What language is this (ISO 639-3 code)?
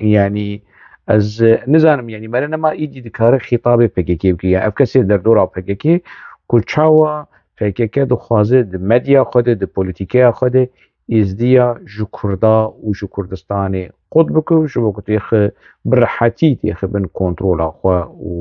kur